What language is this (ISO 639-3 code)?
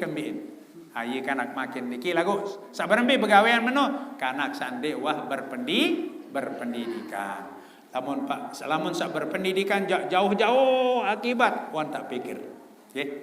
sas